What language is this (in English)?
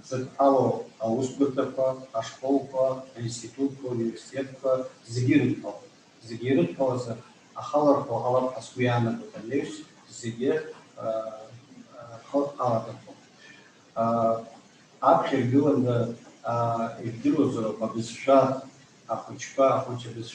Abkhazian